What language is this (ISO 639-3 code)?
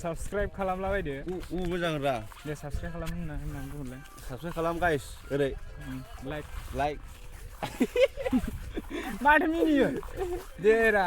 brx